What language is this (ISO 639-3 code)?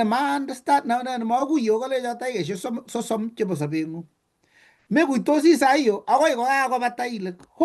kln